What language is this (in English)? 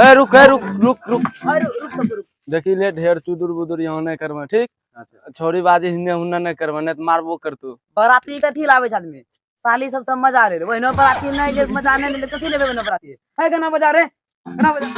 Maithili